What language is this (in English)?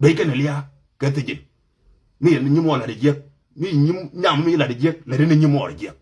Nuer